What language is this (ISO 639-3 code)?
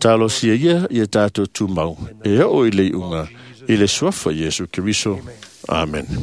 smo